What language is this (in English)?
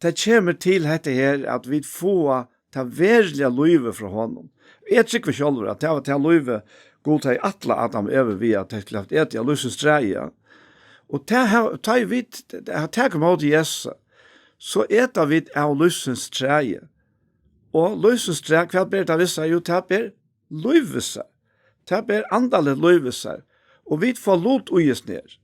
Faroese